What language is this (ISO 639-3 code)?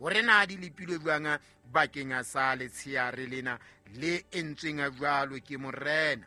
sot